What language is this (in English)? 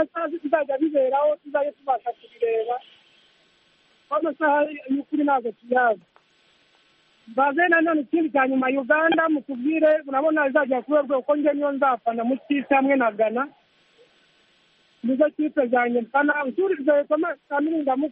Kinyarwanda